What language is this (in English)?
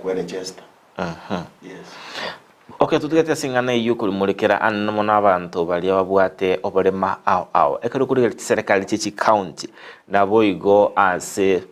Gusii